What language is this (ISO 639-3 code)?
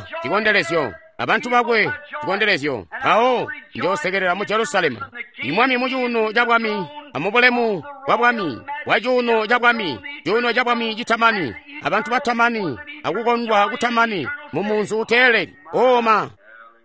toi